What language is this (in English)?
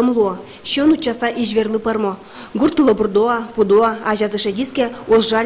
Udmurt